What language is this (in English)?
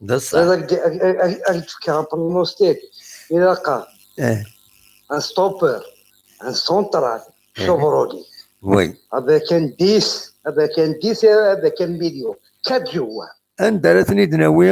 Kabyle